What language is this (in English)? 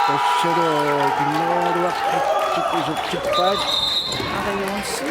Kalaallisut